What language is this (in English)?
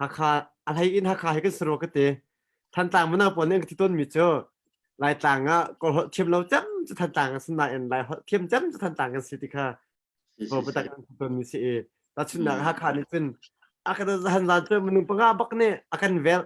Hakha Chin